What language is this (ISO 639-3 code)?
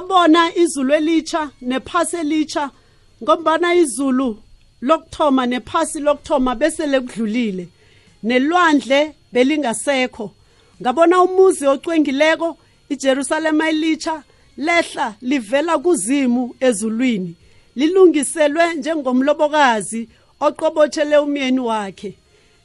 nbl